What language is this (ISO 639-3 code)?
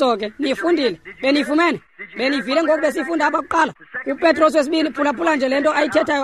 xho